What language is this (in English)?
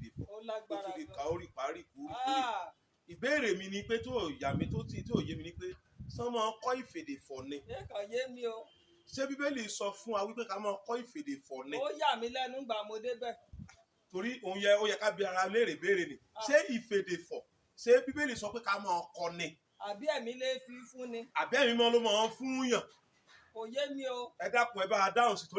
Yoruba